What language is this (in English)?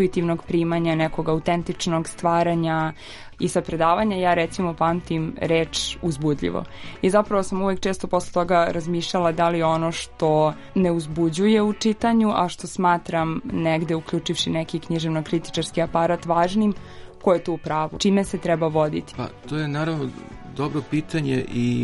Serbian